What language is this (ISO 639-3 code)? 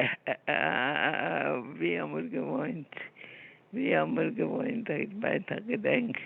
yid